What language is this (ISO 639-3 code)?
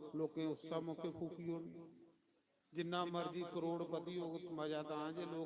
doi